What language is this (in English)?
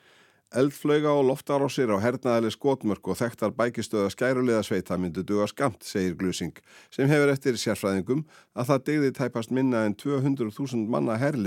Icelandic